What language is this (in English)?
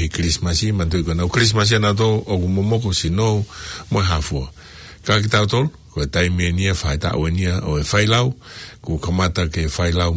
Tongan